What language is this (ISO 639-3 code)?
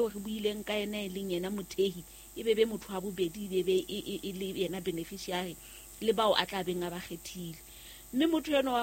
sot